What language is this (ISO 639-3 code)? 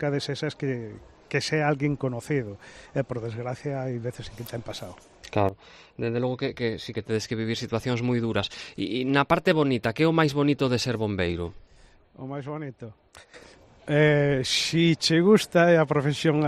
glg